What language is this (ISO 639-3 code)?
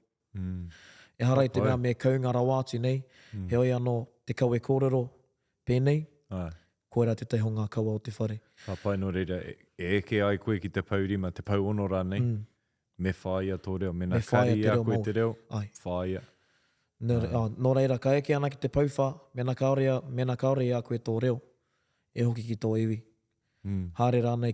mri